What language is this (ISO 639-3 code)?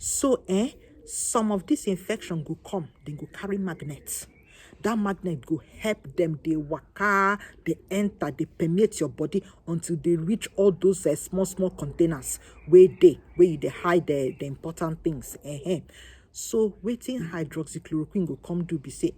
pcm